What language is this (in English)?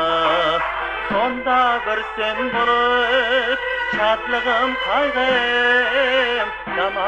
Kara-Kalpak